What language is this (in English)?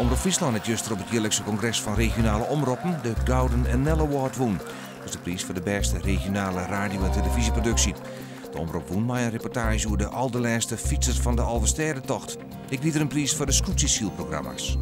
Western Frisian